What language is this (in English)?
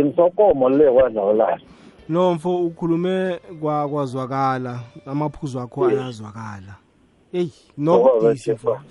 South Ndebele